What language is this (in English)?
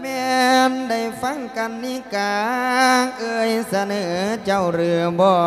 Lao